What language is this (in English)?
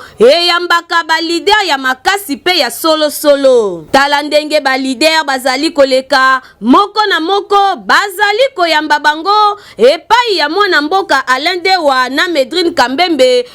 Lingala